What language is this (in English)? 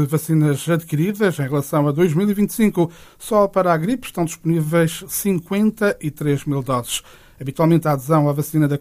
Portuguese